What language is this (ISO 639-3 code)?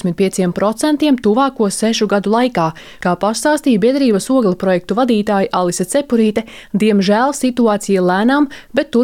lav